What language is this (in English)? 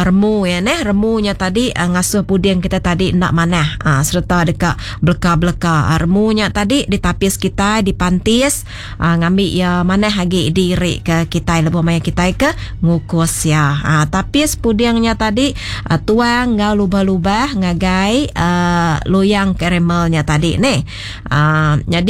Iban